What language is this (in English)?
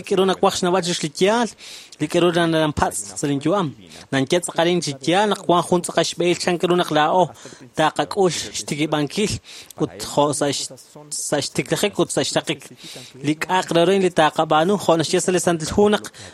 Kekchí